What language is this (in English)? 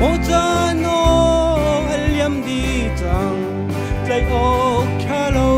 Hakha Chin